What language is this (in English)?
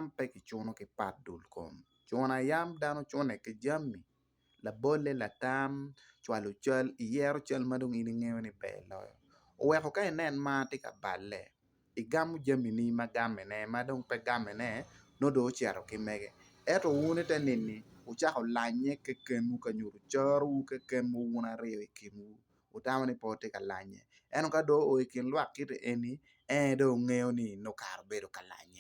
Acoli